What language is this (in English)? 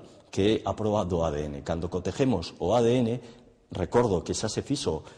Galician